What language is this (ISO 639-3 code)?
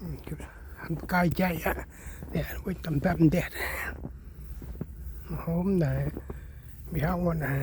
cmo